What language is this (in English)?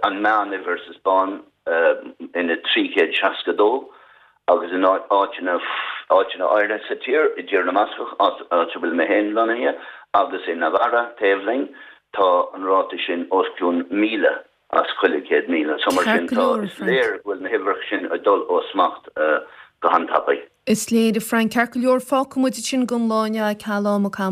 Irish